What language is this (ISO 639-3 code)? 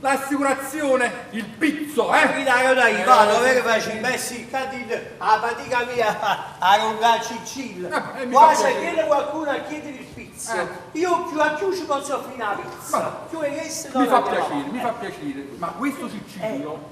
nap